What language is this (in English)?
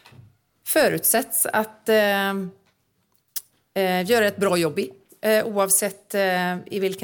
Swedish